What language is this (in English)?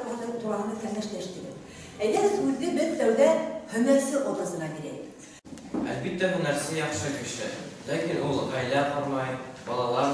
Bashkir